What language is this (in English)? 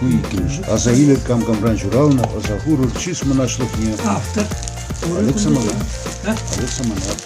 Chuvash